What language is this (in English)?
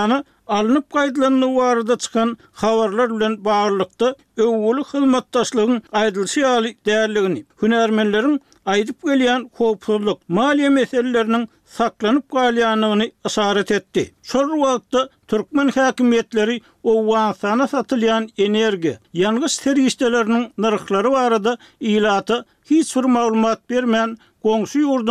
Turkmen